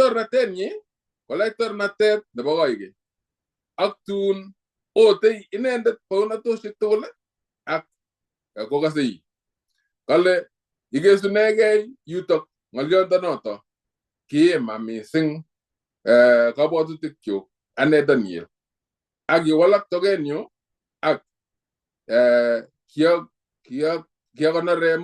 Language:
Kalenjin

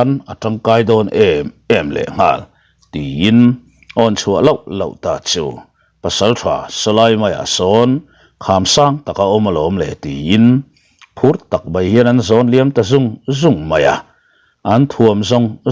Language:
Mizo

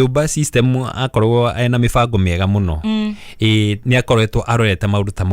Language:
Kikuyu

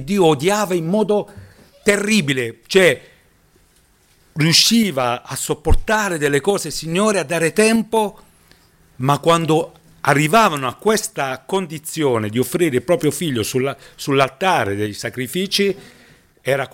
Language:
Italian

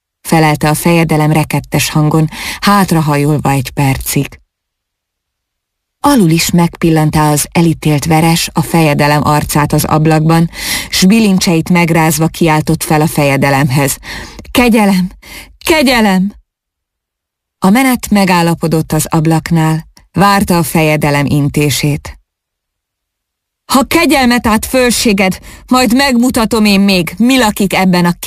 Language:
Hungarian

